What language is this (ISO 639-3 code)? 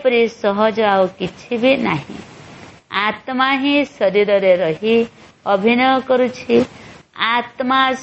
ori